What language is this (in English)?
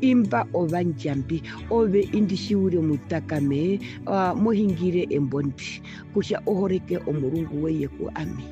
Herero